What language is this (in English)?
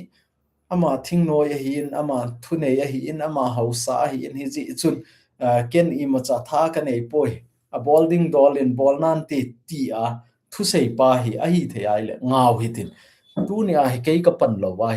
Thado Chin